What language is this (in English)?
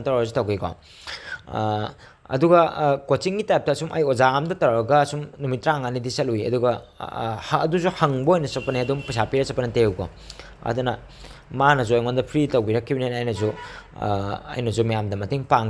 Manipuri